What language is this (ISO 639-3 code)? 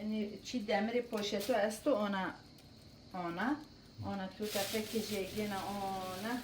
zza